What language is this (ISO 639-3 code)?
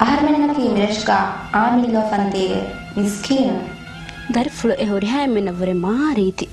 div